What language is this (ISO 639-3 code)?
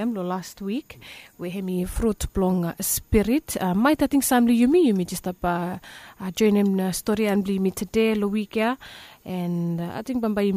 bis